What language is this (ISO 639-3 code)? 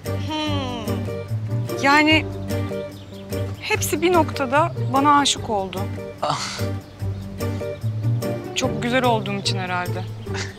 tur